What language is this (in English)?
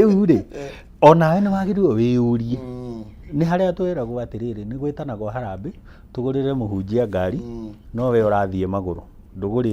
Kikuyu